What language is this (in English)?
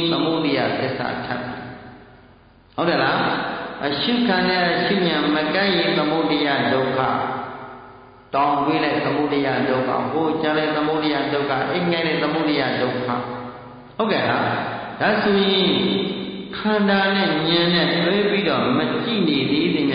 Burmese